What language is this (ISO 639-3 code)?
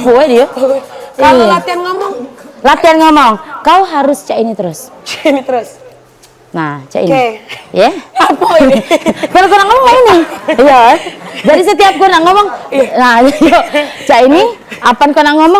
mui